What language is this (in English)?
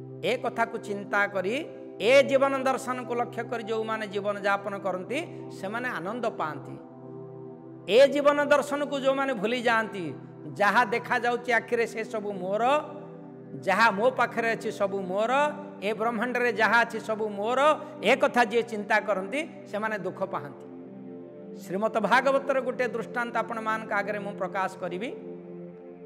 Odia